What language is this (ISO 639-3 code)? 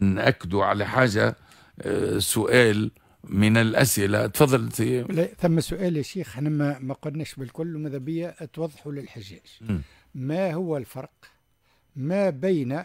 aeb